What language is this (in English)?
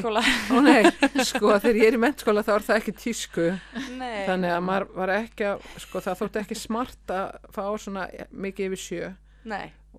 Icelandic